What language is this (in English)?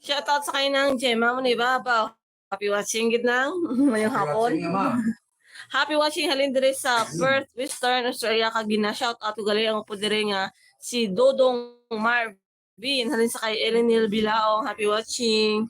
Hiligaynon